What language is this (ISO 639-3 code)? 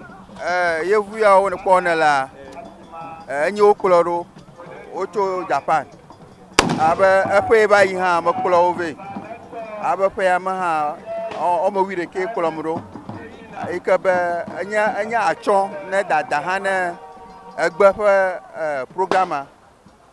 ewe